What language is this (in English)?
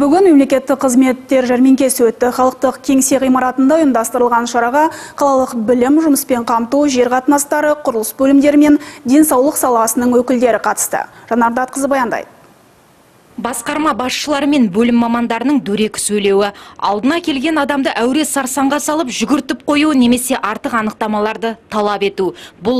Kazakh